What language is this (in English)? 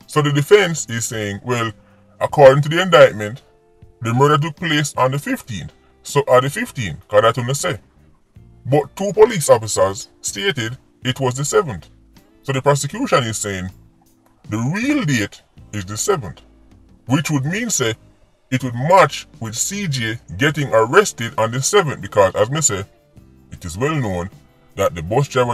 Jamaican Creole English